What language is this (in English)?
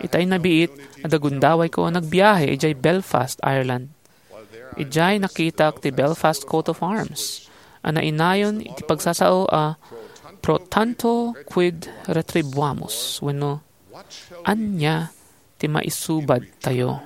Iloko